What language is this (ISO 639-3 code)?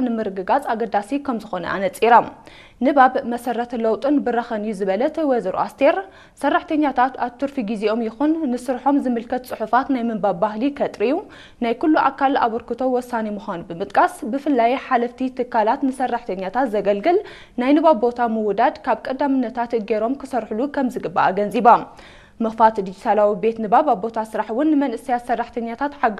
tir